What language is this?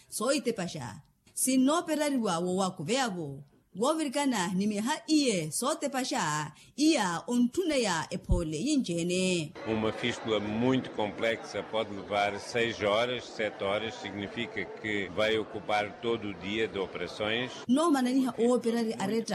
Makhuwa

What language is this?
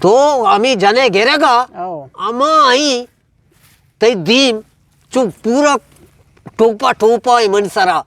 Eastern Balochi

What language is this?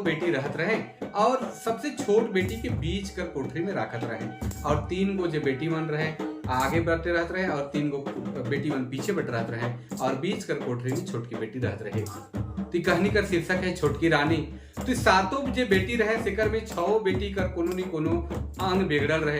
Sadri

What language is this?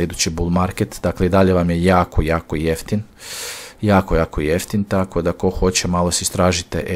Croatian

